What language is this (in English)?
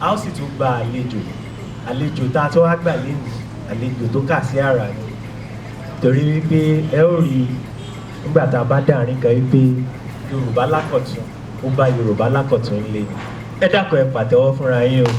Yoruba